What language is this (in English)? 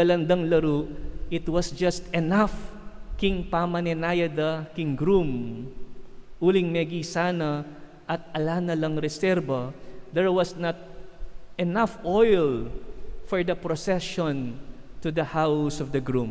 Pampanga